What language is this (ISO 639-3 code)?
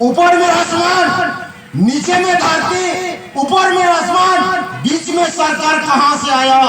sat